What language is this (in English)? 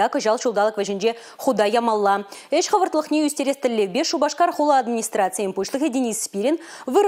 Chuvash